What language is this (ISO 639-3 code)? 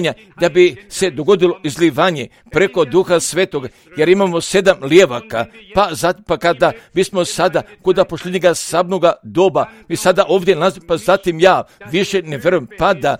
hrv